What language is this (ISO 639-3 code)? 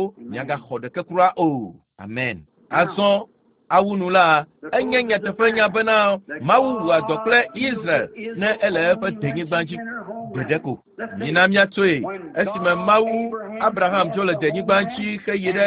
ewe